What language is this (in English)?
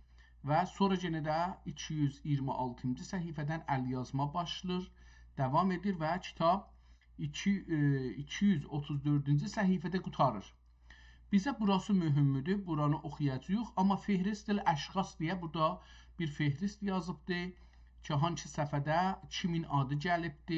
South Azerbaijani